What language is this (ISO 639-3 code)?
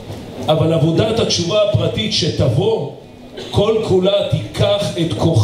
heb